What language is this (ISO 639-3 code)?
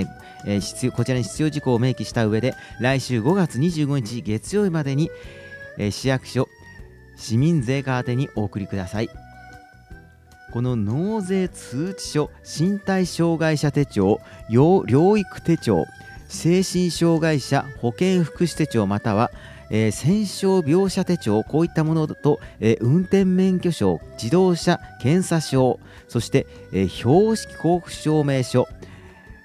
jpn